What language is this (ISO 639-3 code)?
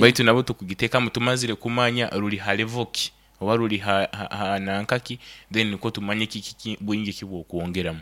nyo